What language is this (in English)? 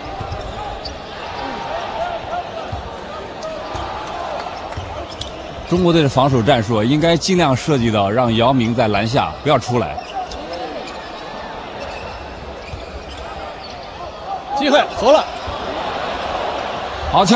Chinese